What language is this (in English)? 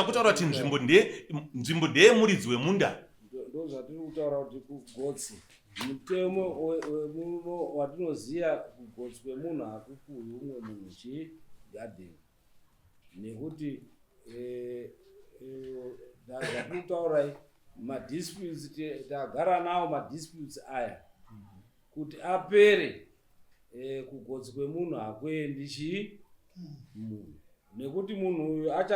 Shona